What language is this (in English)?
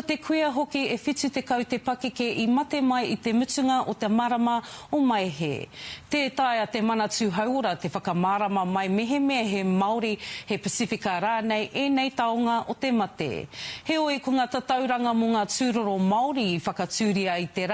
Māori